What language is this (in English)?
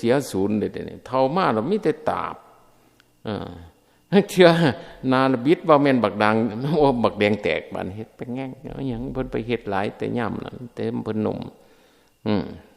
Northeastern Thai